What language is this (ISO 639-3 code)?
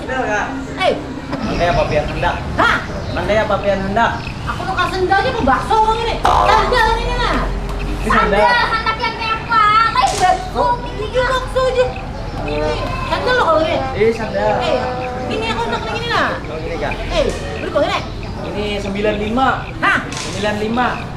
bjn